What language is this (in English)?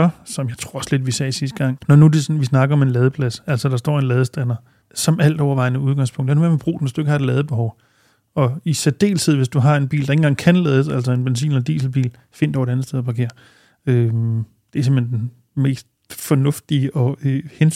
Danish